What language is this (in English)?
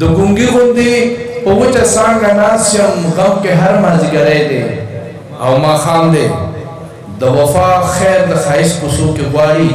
Pashto